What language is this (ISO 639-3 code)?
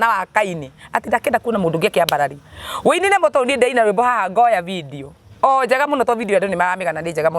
kik